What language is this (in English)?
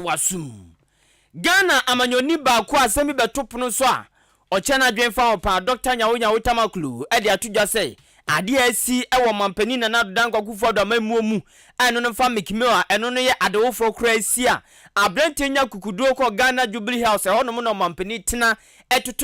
Akan